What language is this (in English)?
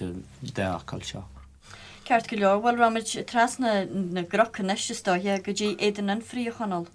Irish